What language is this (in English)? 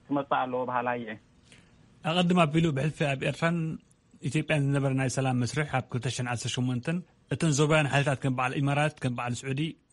Tigrinya